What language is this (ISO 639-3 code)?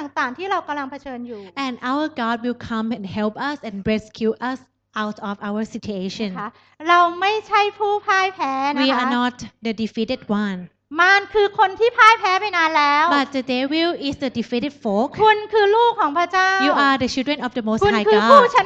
tha